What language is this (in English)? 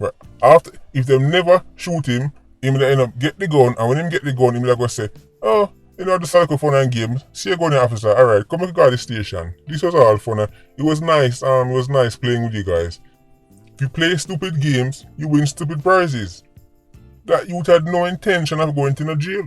Jamaican Creole English